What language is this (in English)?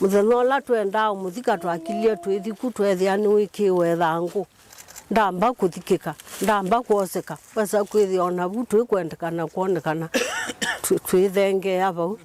Kamba